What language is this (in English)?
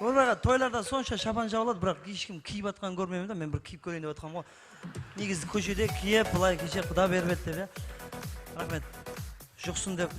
Kara-Kalpak